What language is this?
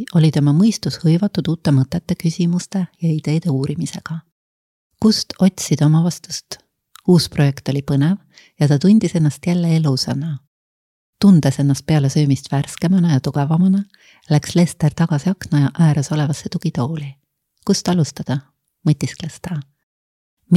Estonian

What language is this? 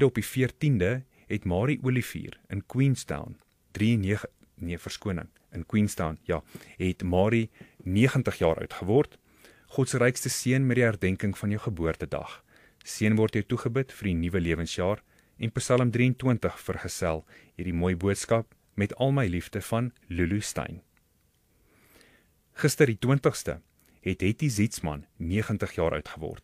Afrikaans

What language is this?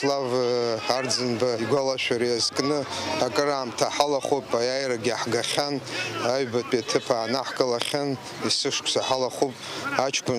Abkhazian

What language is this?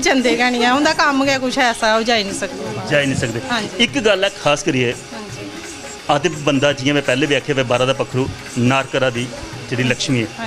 Dogri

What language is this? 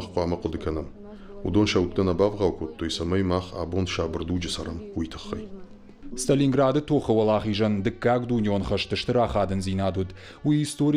Ossetic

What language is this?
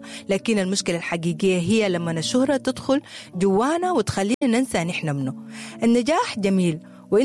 Sudanese Arabic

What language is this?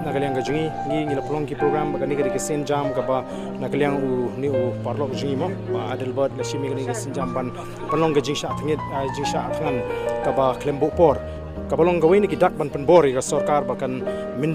Khasi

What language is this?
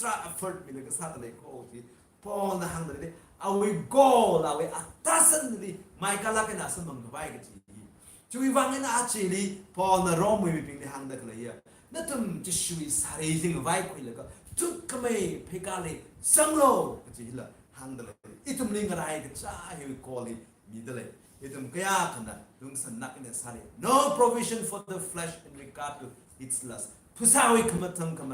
Tangkhul Naga (India)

